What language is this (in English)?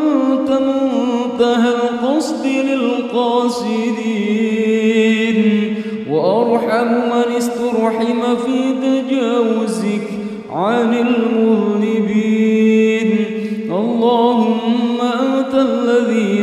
Arabic